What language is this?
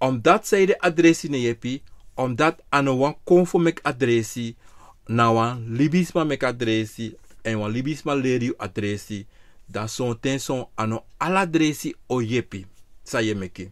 Sranan Tongo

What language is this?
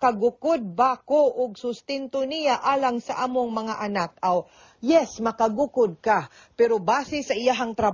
Cebuano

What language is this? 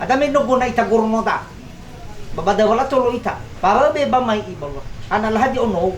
Nias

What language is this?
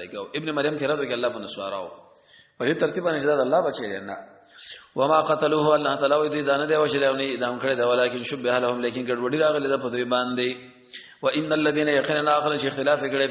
Pashto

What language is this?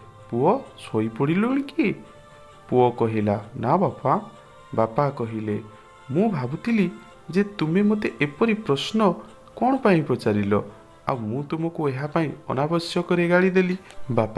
Odia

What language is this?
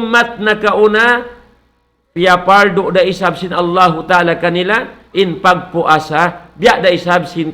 Tausug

